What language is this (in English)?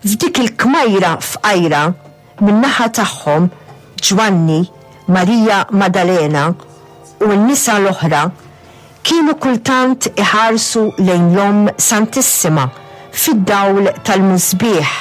Maltese